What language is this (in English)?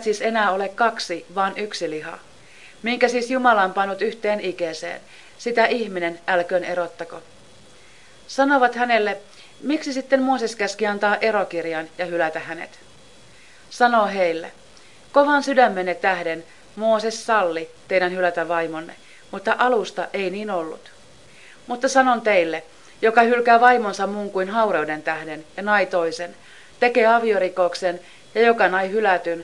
Finnish